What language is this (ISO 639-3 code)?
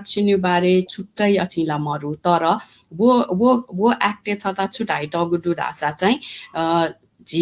new